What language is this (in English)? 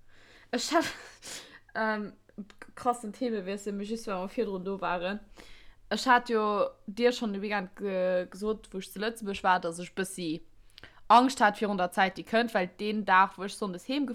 Luxembourgish